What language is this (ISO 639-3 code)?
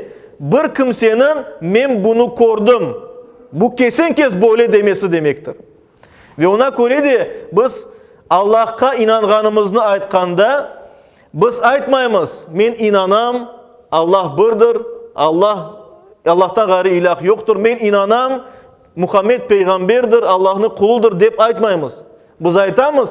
crh